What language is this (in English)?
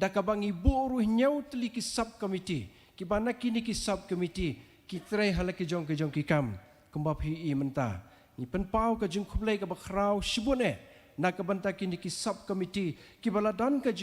Khasi